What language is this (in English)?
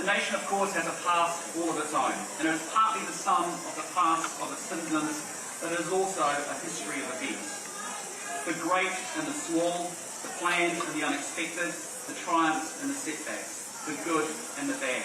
Māori